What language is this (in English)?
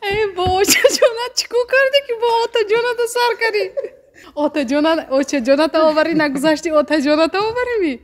Tajik